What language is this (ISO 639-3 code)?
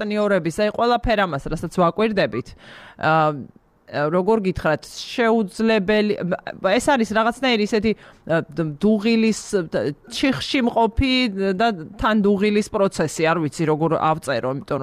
kat